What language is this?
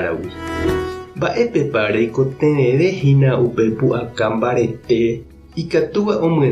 Guarani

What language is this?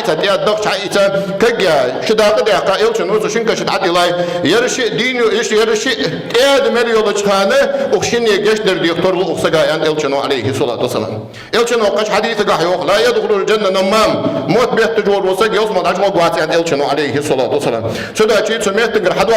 Ingush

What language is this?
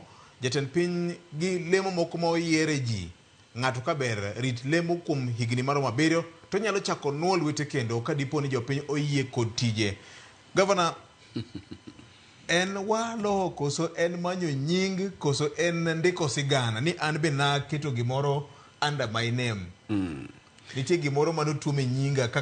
Luo (Kenya and Tanzania)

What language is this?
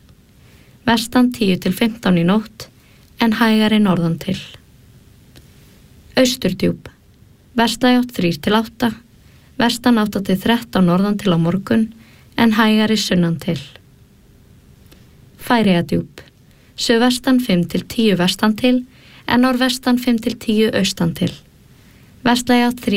Icelandic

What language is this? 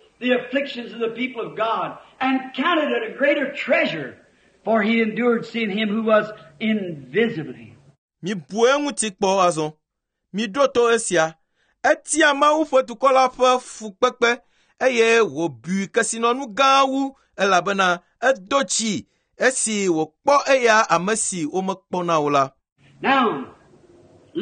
Ewe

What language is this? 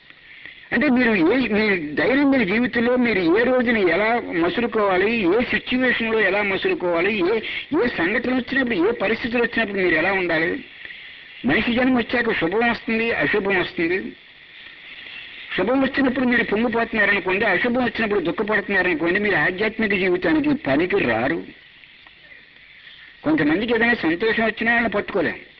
Telugu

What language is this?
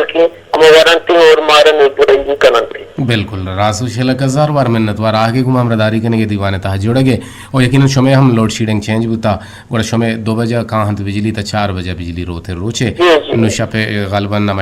Eastern Balochi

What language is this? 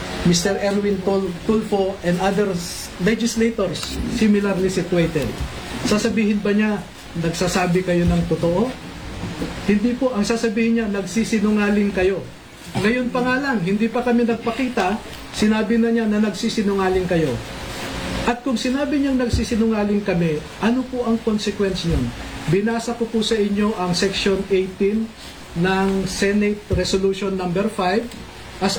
Filipino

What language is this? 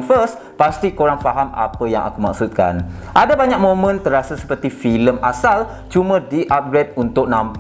Malay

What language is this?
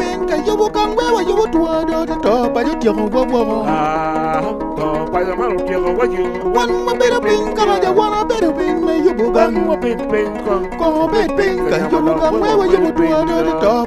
Acoli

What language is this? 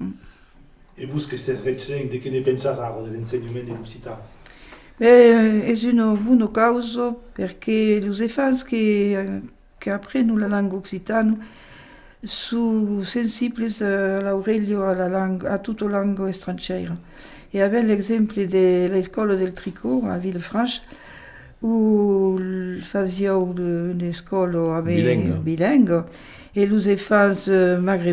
Occitan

